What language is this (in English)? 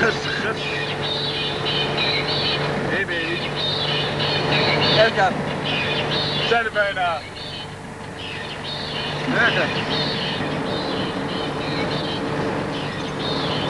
Dutch